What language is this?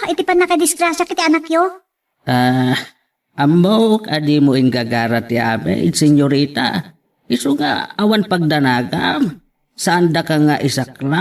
Iloko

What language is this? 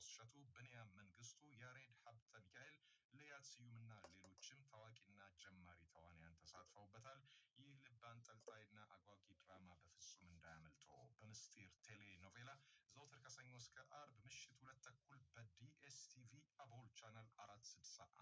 Amharic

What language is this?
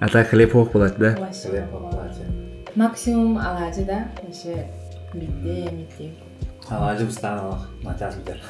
Yakut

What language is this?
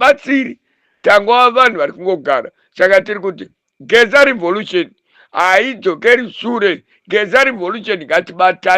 Shona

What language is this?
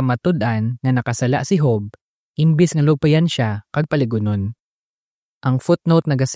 Hiligaynon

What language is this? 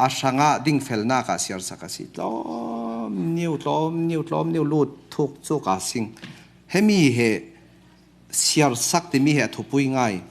Falam Chin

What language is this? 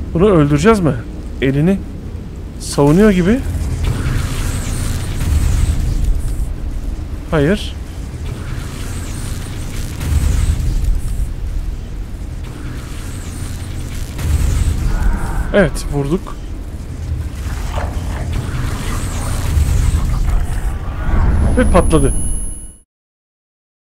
Turkish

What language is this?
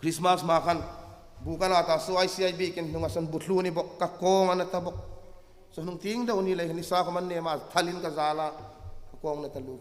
Hmar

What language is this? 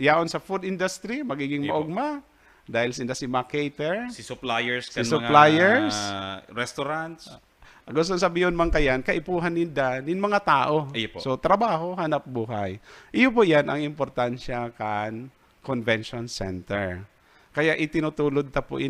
Bikol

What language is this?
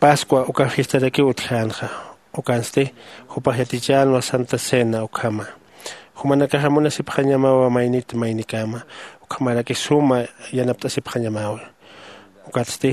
Aymara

